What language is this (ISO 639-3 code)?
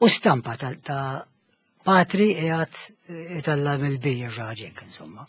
mlt